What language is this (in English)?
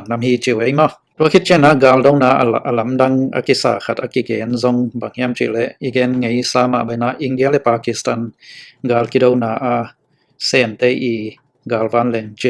Tedim Chin